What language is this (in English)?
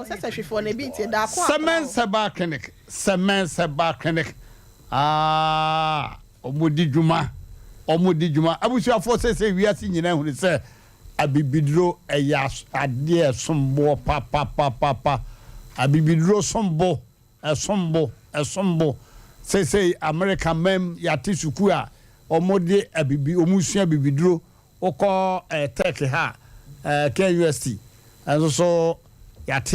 Akan